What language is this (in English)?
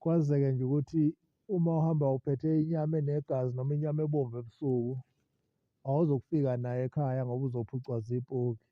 Zulu